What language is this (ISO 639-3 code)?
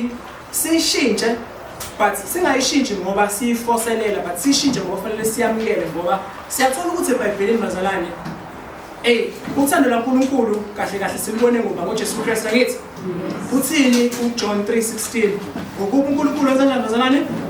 zul